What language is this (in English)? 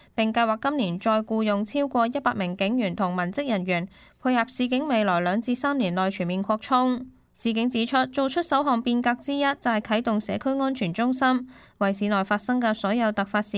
Cantonese